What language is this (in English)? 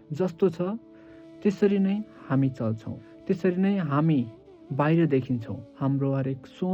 Nepali